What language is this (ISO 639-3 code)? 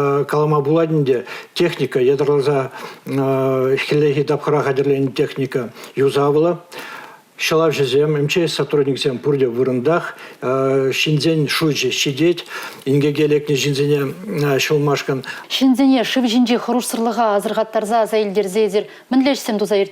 chv